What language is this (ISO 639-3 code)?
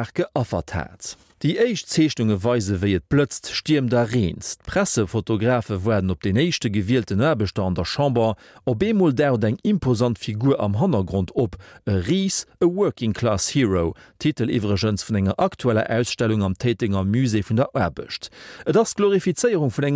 ltz